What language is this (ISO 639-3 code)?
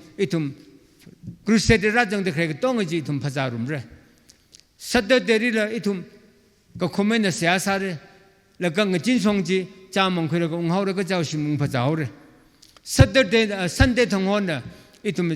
nmf